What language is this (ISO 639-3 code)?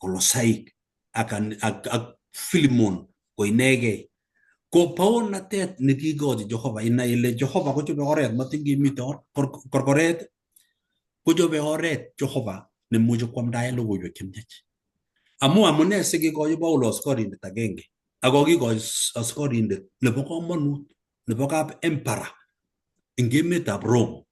kln